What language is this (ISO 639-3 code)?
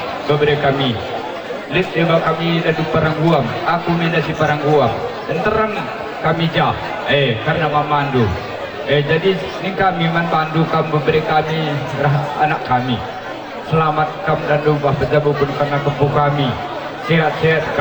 btx